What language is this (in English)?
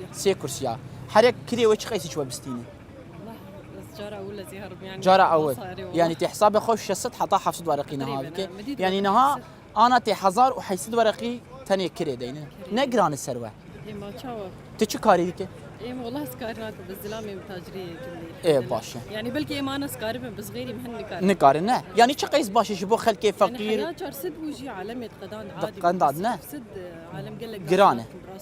Kurdish